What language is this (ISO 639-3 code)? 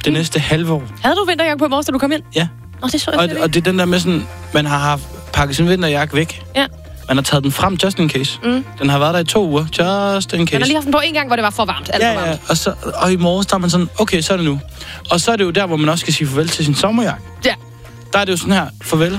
dan